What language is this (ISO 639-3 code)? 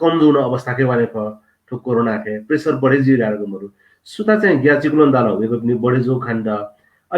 new